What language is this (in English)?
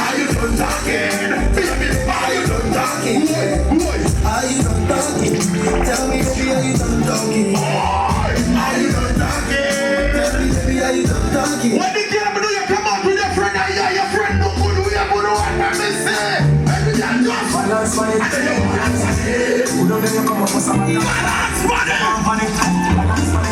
Jamaican Creole English